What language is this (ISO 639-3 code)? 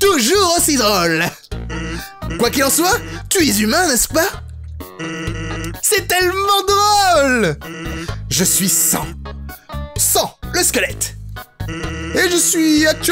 fra